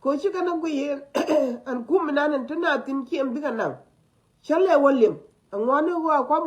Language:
Nuer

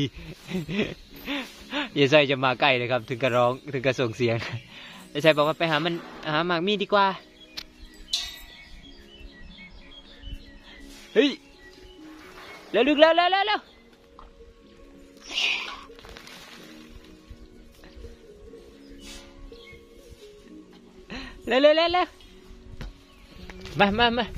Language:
Thai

